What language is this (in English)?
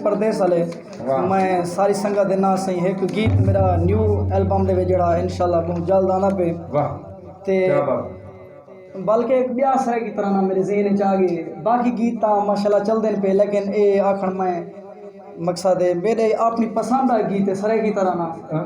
Saraiki